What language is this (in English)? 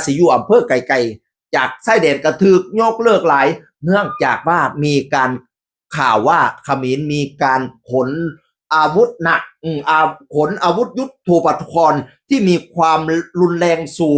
Northeastern Thai